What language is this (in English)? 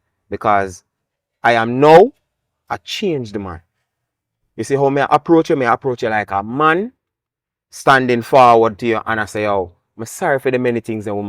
Jamaican Creole English